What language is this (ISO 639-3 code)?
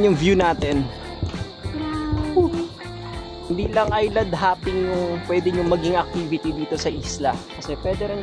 fil